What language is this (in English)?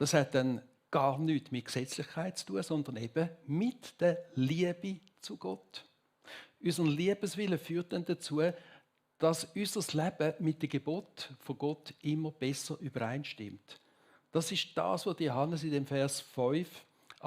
Swiss German